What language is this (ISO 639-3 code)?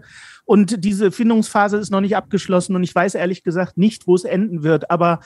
deu